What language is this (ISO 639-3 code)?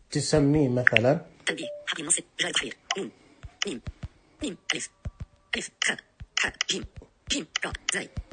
ars